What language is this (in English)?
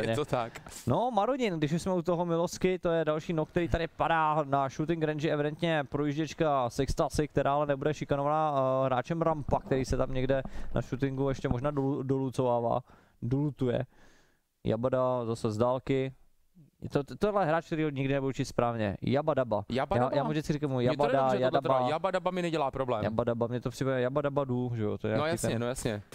Czech